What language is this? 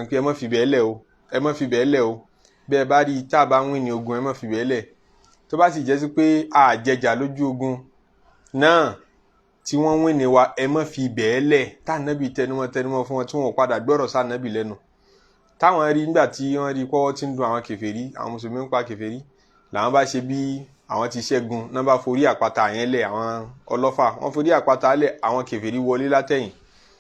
Yoruba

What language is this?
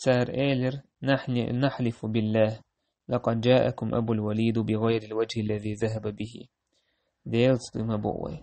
Chechen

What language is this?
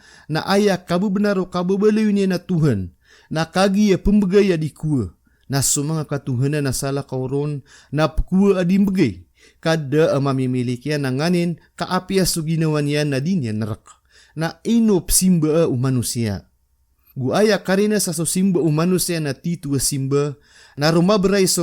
Maranao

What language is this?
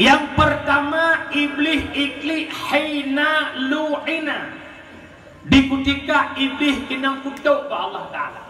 Achinese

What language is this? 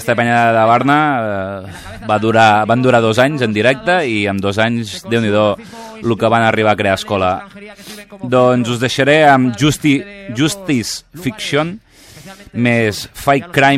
Catalan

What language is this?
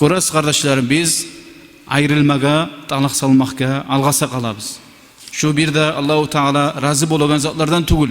Kumyk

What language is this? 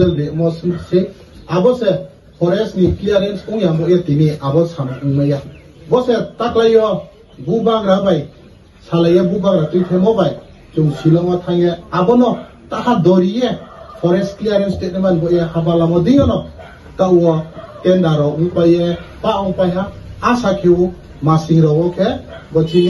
Riang (India)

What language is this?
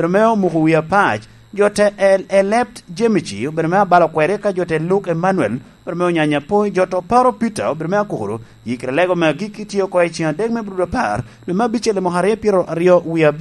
Lango (Uganda)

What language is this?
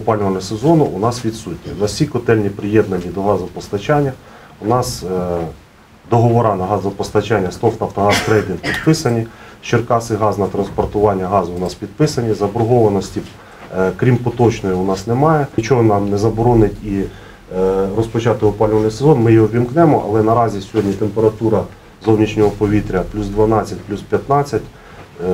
Ukrainian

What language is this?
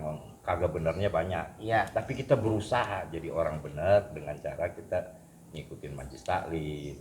Betawi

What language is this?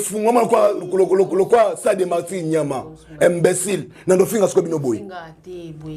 Lingala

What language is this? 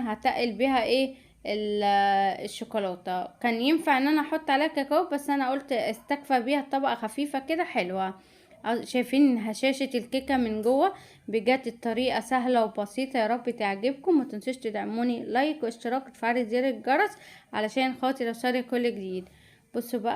Egyptian Arabic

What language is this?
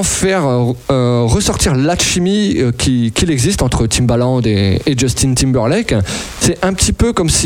French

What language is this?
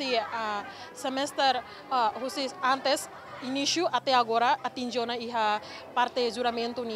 Tetum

